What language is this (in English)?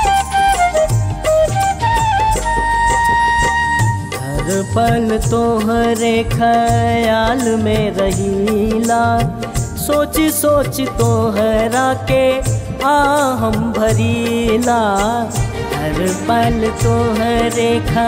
Bhojpuri